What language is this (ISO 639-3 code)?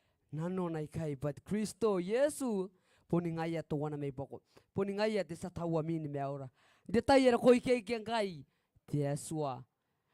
gil